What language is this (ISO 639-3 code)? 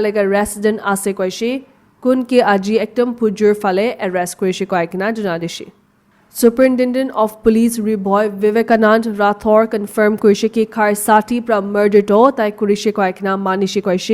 nag